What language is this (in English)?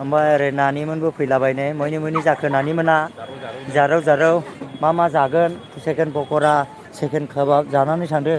Bodo